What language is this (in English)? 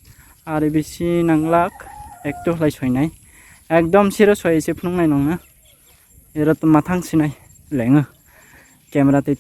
Kok Borok